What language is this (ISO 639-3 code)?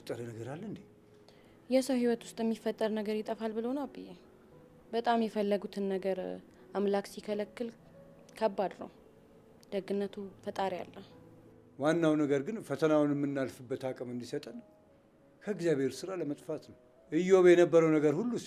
amh